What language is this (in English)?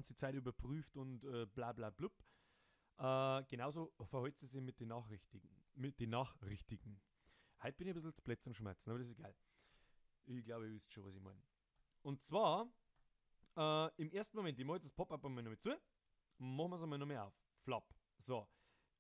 Bavarian